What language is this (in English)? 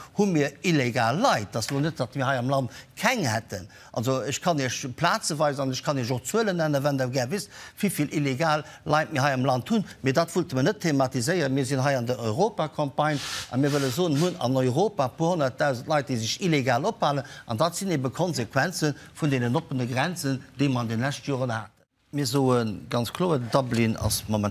Luxembourgish